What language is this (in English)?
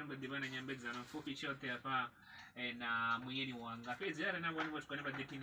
Venda